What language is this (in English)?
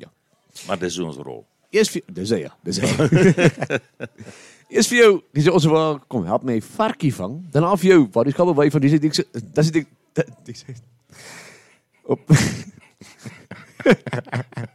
Afrikaans